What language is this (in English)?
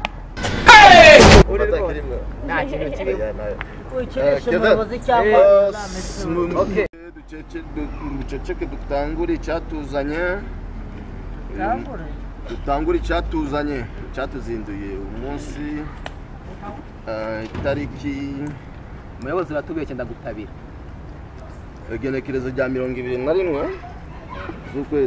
Kinyarwanda